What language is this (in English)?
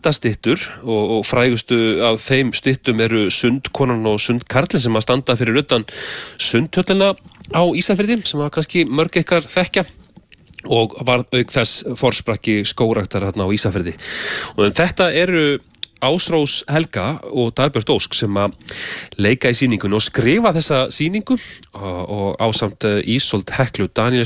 Icelandic